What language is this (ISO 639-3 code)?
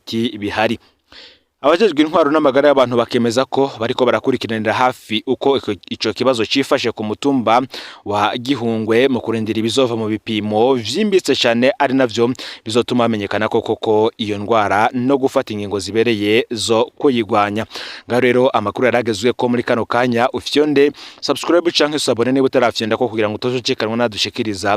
run